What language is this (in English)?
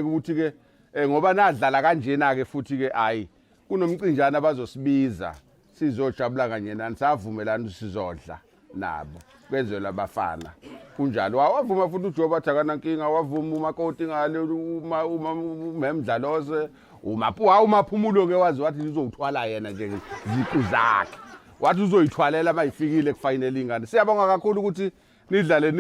Zulu